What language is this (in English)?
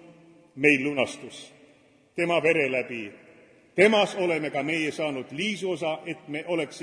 Estonian